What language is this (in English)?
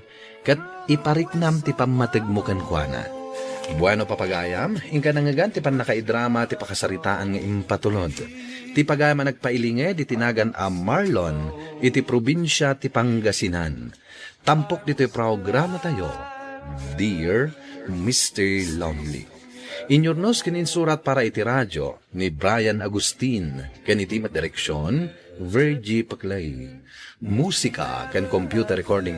Iloko